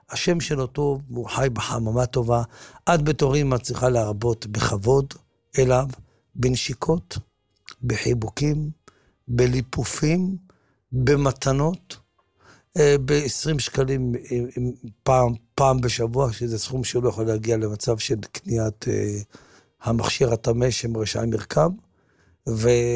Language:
Hebrew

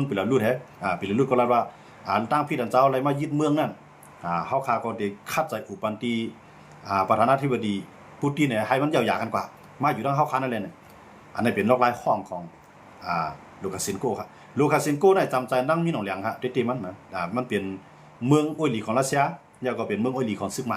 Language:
Shan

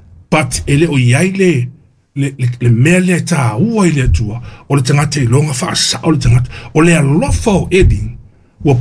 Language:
Samoan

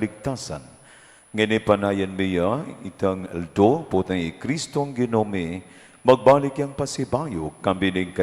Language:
Pampanga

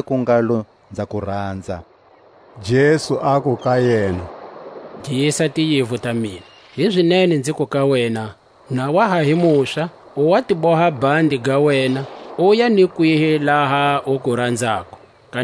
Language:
Tswa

